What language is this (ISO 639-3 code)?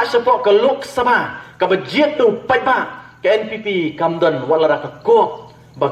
kha